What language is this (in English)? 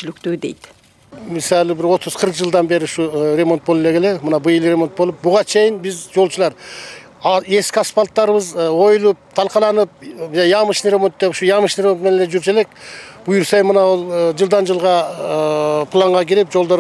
Kyrgyz